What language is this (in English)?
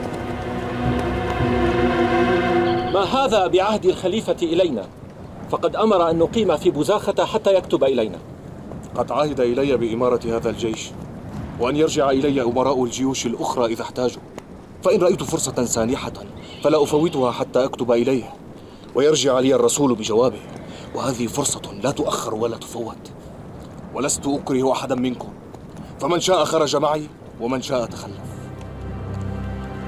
Arabic